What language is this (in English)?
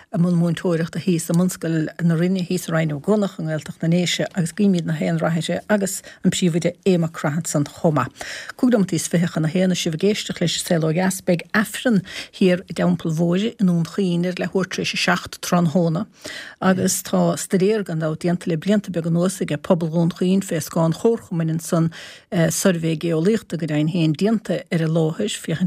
Irish